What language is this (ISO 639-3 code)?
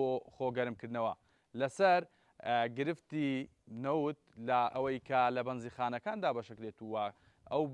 ckb